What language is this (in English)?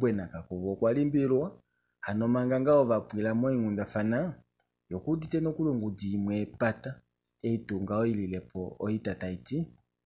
Kuanyama